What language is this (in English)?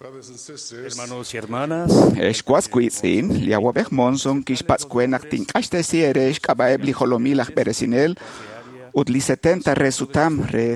Kekchí